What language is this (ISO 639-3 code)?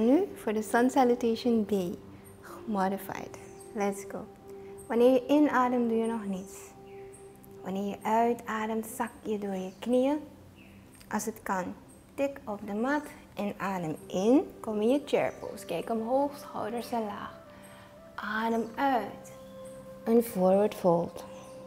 nld